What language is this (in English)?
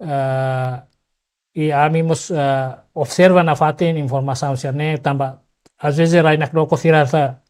Tetum